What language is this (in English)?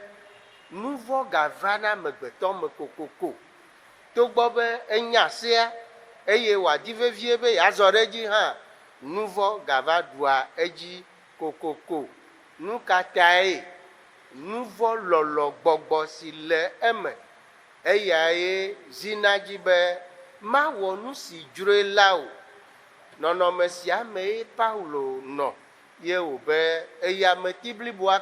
Ewe